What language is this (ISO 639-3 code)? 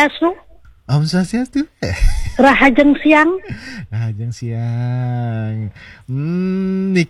ban